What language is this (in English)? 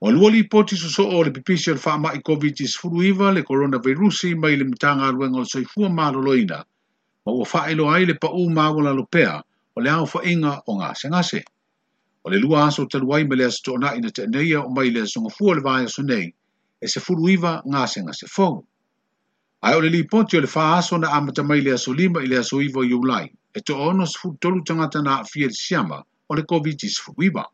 Samoan